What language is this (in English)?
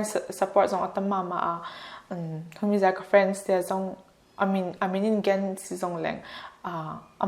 Paite Chin